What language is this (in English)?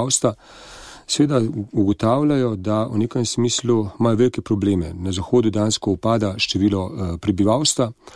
Slovenian